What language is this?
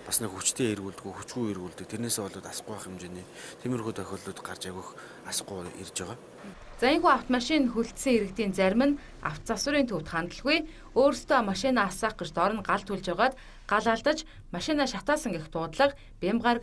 Mongolian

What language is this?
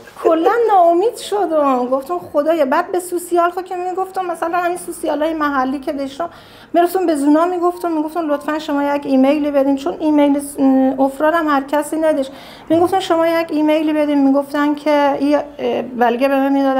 Persian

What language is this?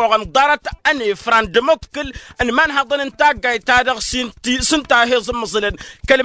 Tamasheq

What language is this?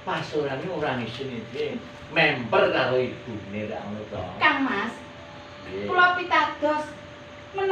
Javanese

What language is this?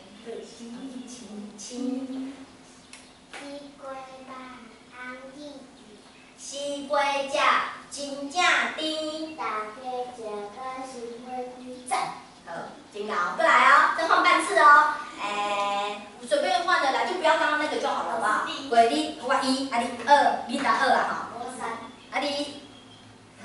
Min Nan Chinese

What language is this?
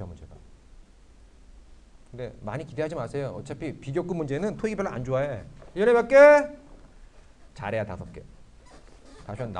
Korean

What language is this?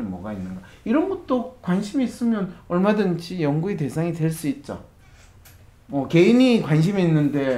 Korean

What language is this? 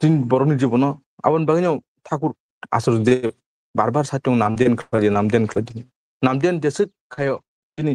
Kok Borok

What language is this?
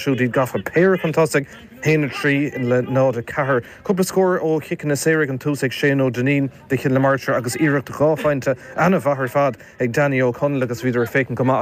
Irish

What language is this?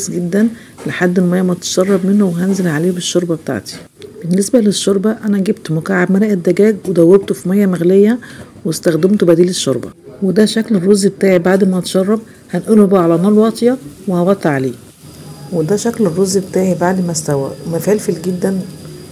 Egyptian Arabic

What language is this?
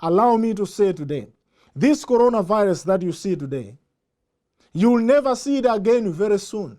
English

